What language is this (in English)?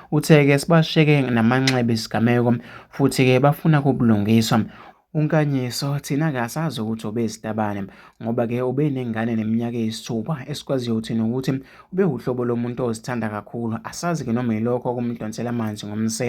Zulu